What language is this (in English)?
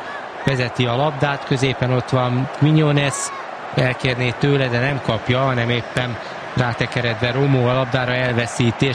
Hungarian